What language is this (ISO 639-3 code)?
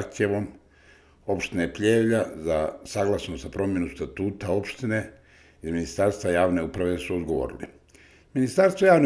srp